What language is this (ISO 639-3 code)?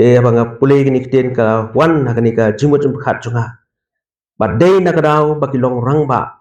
kha